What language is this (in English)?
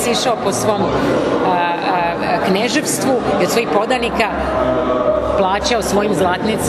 Serbian